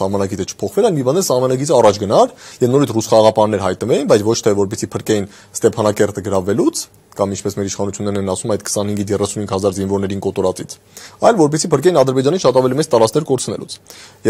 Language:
Armenian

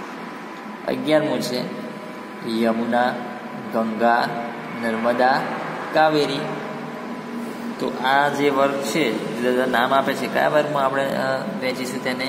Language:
Gujarati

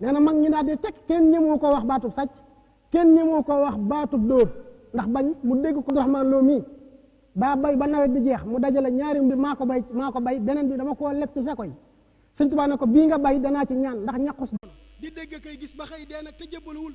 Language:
Wolof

